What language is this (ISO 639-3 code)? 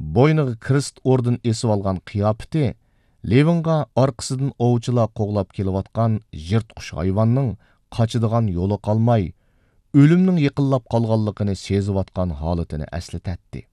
uig